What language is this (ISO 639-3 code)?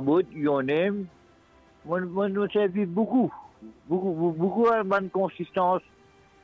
mfe